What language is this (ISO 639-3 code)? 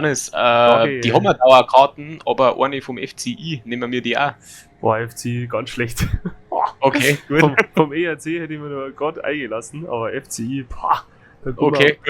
bar